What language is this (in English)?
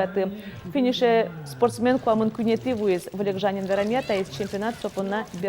Udmurt